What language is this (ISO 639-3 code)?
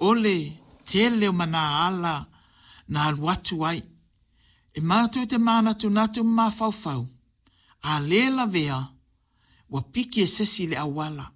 smo